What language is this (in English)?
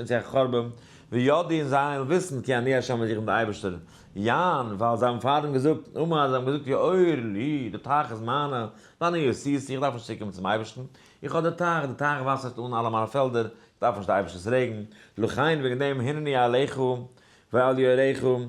Yiddish